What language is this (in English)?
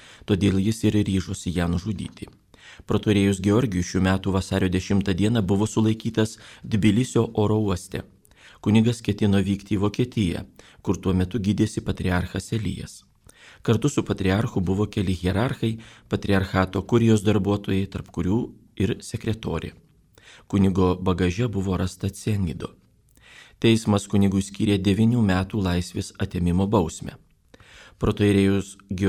Lithuanian